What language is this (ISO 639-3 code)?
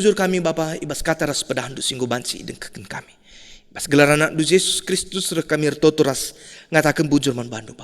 btx